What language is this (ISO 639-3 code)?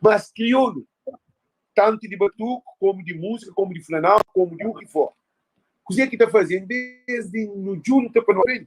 kea